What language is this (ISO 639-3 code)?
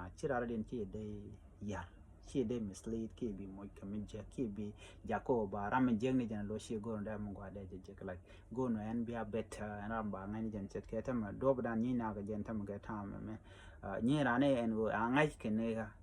nus